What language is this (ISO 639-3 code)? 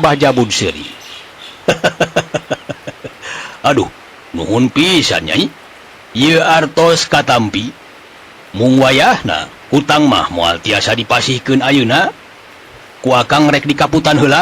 sun